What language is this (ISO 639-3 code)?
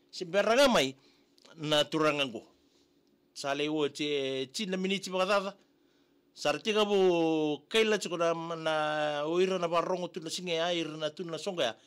fij